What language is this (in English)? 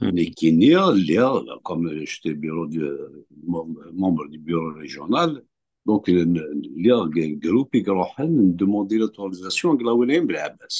Kabyle